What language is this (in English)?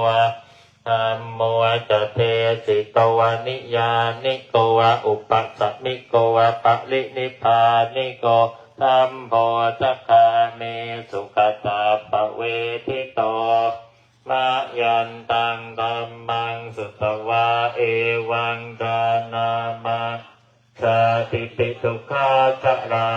Pali